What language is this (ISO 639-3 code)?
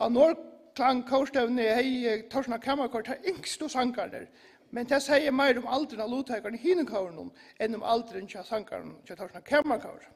fao